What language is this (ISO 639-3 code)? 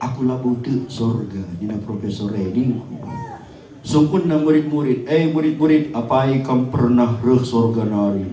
btx